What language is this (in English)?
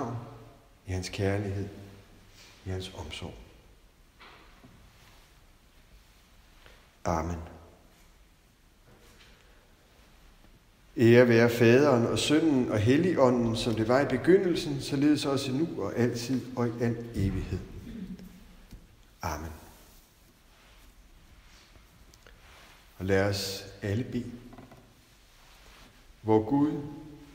Danish